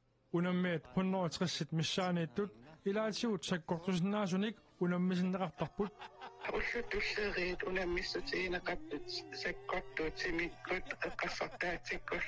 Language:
Kalaallisut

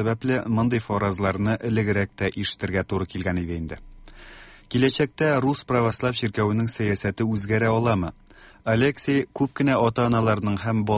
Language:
Tatar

